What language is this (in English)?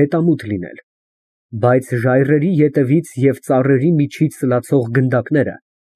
Armenian